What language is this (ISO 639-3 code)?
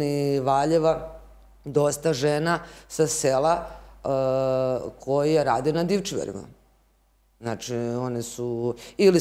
srp